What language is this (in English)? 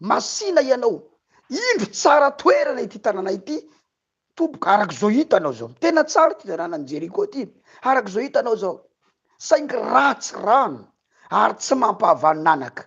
Malagasy